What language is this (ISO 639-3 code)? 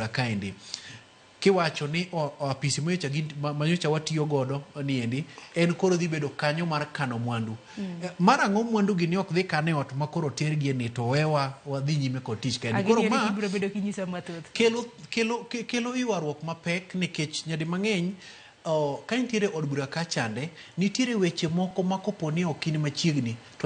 luo